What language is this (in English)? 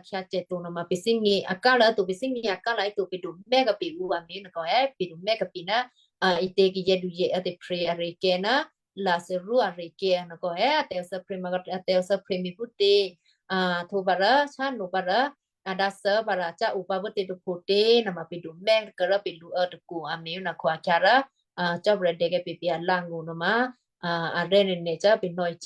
Western Kayah